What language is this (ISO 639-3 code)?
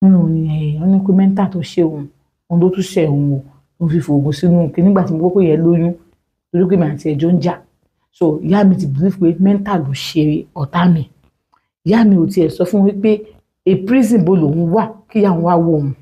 yor